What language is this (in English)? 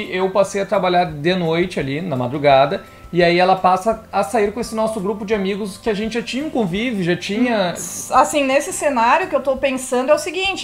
Portuguese